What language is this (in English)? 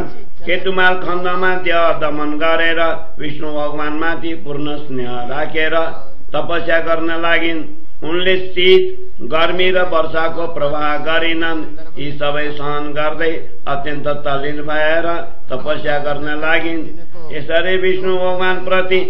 Nepali